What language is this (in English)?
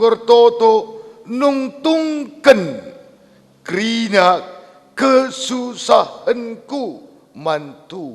Batak Karo